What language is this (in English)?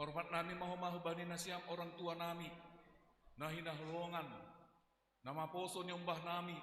Batak Simalungun